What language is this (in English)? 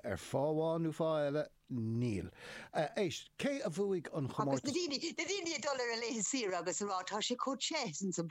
Irish